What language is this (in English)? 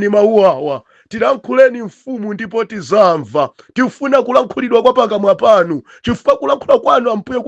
Nyanja